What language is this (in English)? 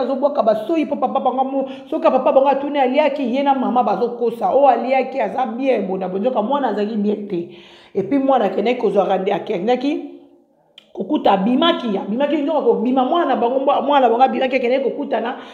Lingala